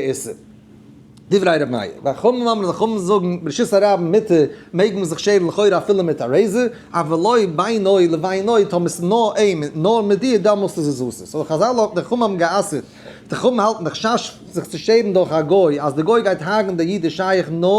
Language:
Yiddish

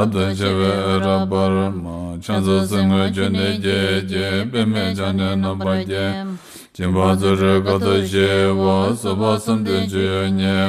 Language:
Tibetan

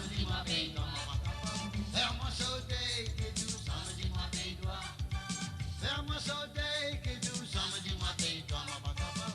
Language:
Morisyen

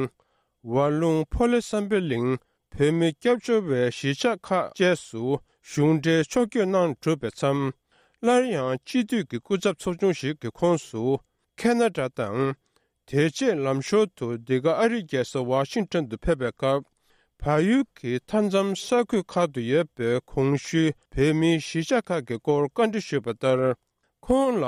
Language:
Tibetan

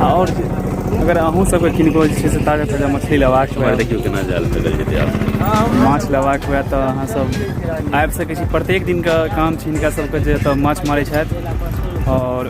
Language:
Maithili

